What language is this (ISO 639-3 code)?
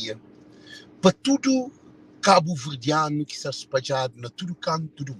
kea